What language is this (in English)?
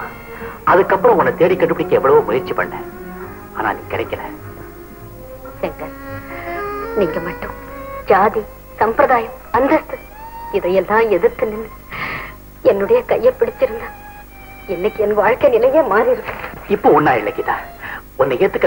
Tamil